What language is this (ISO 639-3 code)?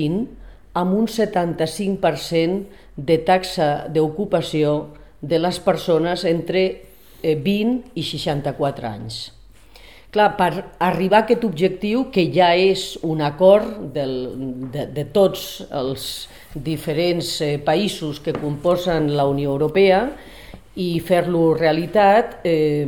cat